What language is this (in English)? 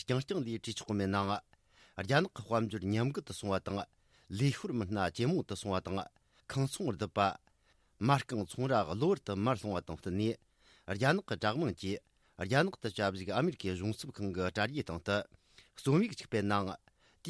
Tibetan